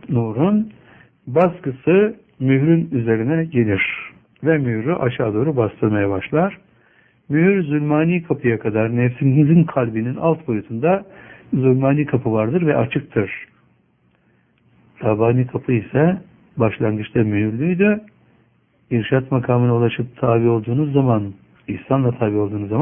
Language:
Turkish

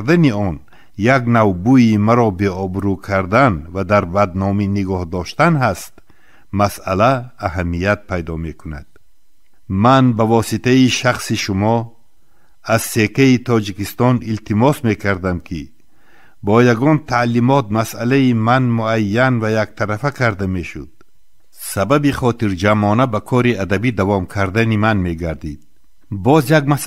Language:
Tajik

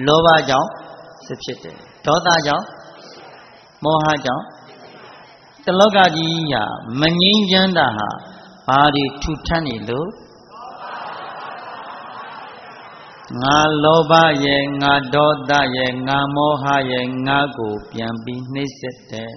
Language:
Burmese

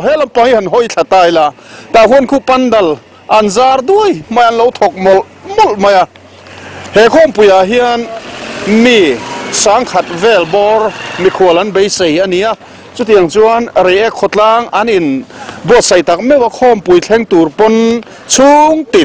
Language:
Mizo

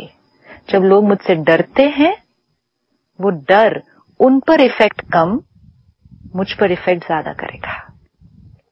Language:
Hindi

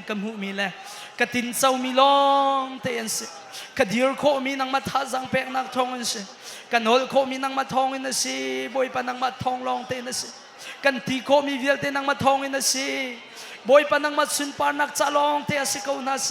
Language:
Hakha Chin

